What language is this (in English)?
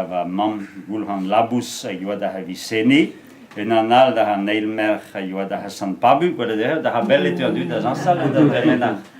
Breton